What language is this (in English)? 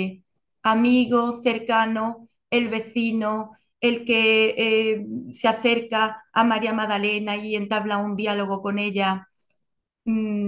Spanish